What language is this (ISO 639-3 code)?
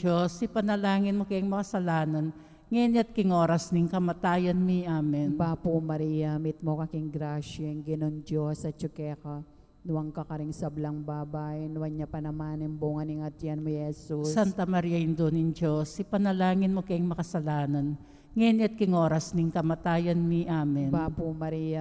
pam